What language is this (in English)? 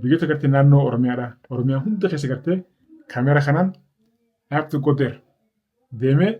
Oromo